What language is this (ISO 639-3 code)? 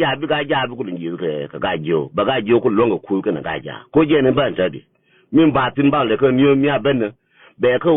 nus